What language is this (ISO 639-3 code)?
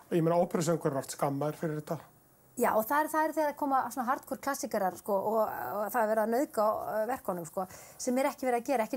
isl